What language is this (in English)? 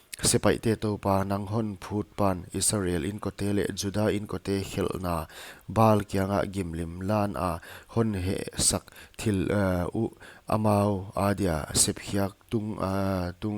Paite Chin